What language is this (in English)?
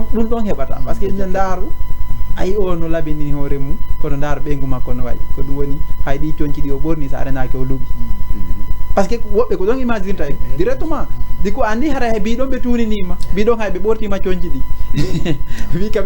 Fula